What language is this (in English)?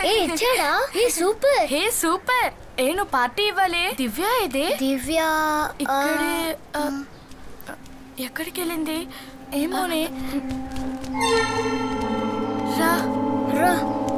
Telugu